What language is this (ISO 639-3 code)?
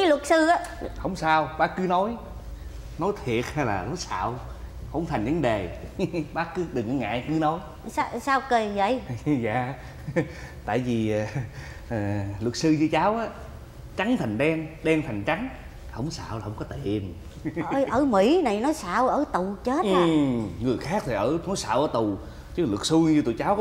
vie